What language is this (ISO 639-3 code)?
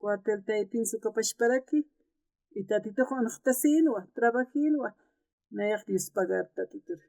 aym